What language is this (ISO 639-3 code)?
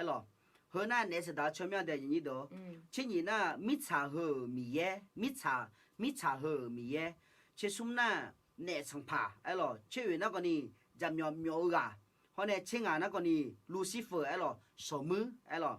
ahk